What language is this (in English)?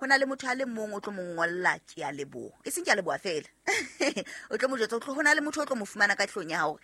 Southern Sotho